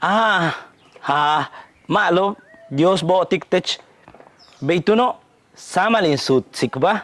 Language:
Yucateco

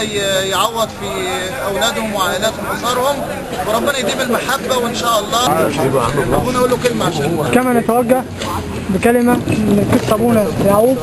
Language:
Egyptian Arabic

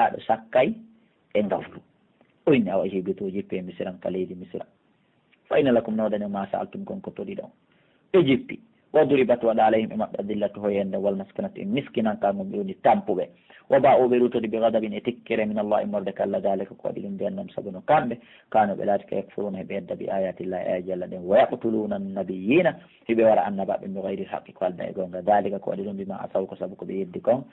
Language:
Pular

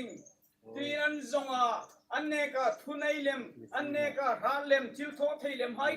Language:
Hmar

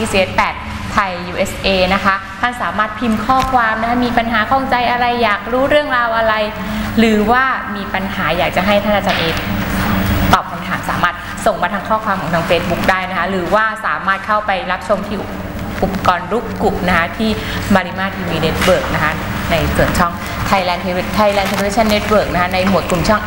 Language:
Thai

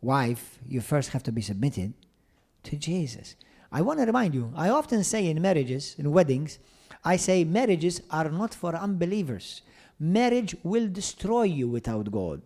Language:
English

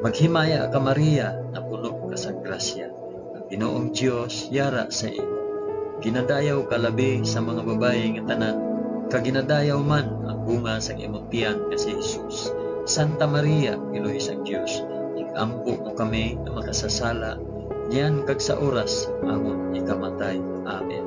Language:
Hiligaynon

